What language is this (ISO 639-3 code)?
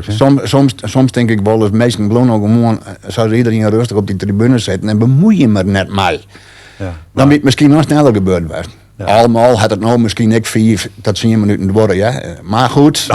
fry